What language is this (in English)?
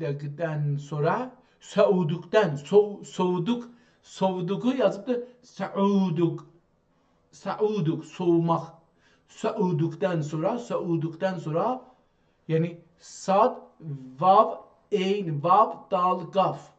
South Azerbaijani